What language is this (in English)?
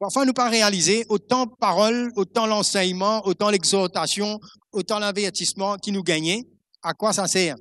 Morisyen